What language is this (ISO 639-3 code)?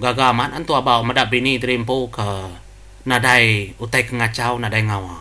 iba